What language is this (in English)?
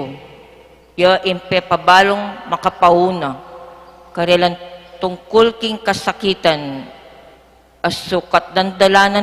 Pampanga